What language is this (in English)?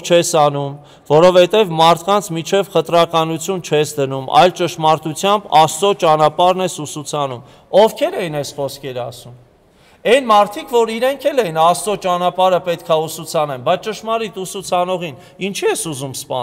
Armenian